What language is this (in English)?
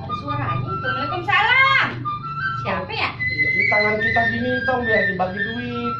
Betawi